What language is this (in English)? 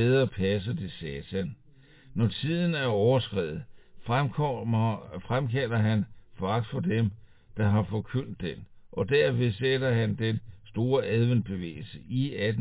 Danish